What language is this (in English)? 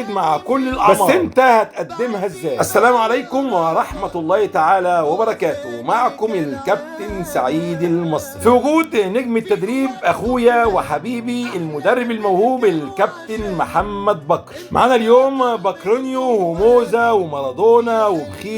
Egyptian Arabic